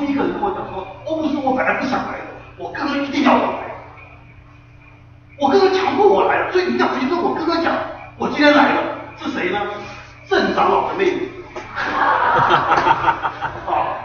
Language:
Chinese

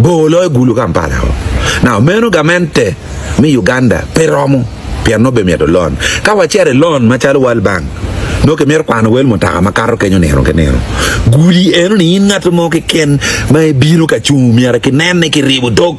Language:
Acoli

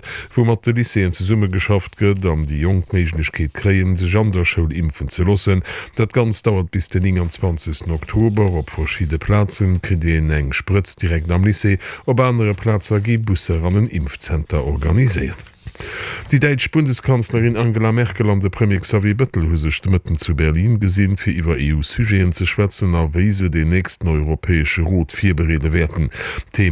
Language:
Luxembourgish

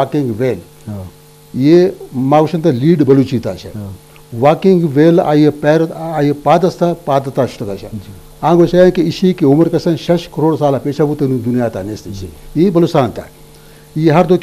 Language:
Baluchi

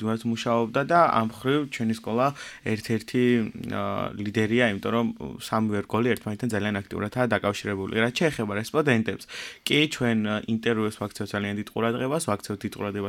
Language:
Georgian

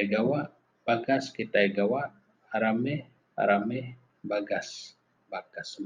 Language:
Iban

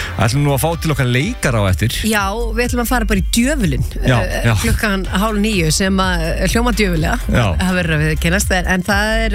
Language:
Icelandic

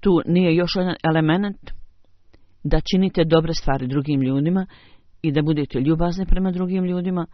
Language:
Bosnian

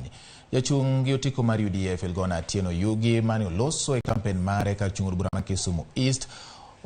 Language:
Luo (Kenya and Tanzania)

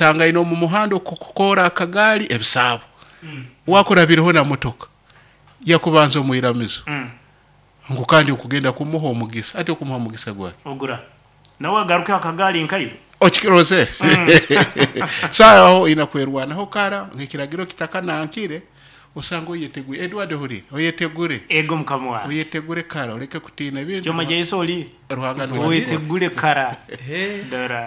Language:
Nyoro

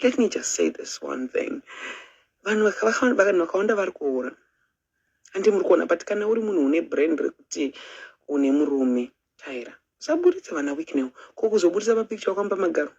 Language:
Shona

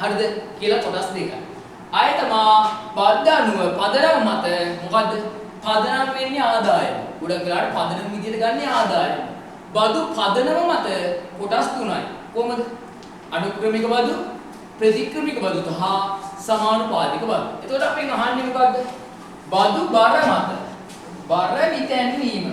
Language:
Sinhala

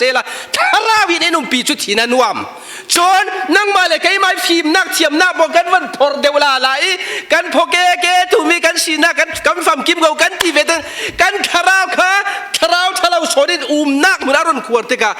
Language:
Falam Chin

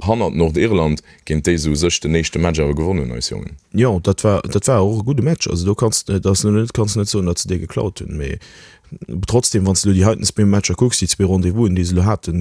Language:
Luxembourgish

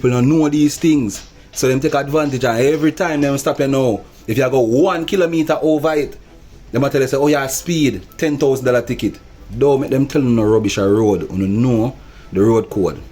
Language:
Jamaican Creole English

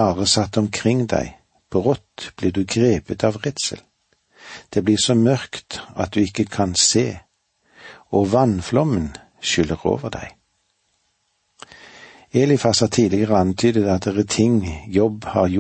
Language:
Norwegian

